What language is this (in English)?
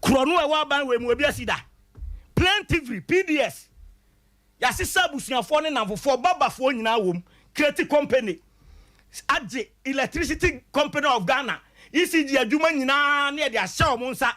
Akan